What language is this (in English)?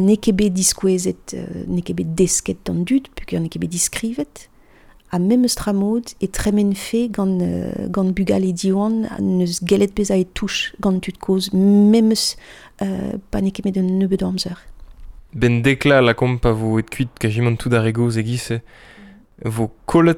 Breton